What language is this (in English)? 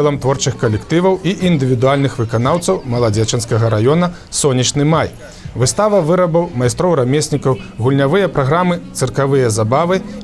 Belarusian